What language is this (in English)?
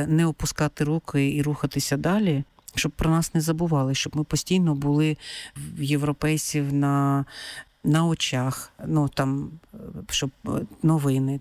Ukrainian